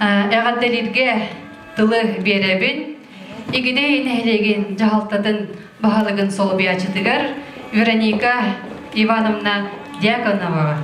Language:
Yakut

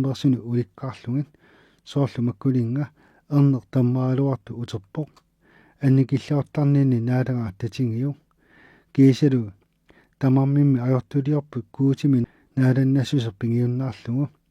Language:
Kalaallisut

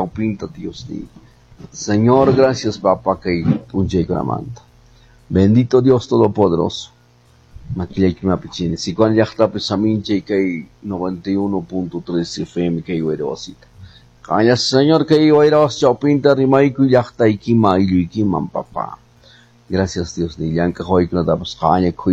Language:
Quechua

